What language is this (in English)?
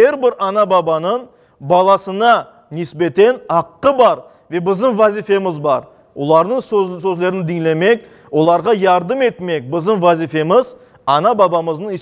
Crimean Tatar